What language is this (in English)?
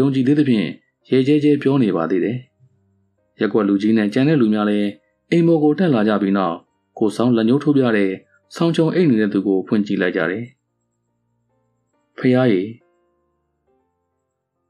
Burmese